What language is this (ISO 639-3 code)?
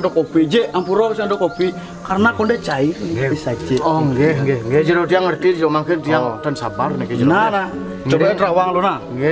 ban